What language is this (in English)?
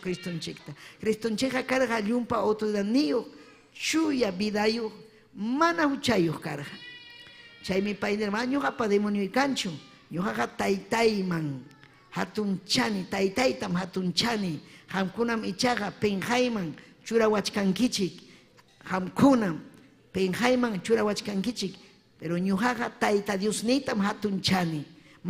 Ayacucho Quechua